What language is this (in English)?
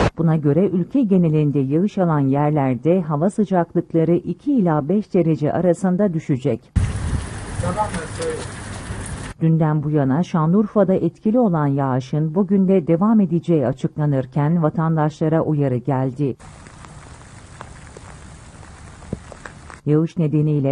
Turkish